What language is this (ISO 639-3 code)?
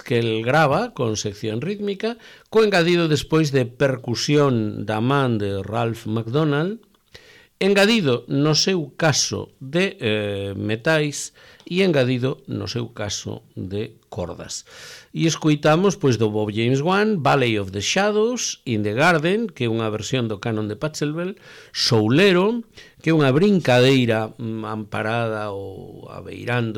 glg